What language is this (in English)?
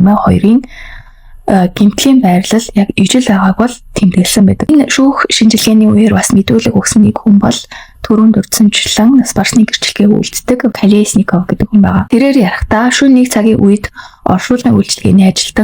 Mongolian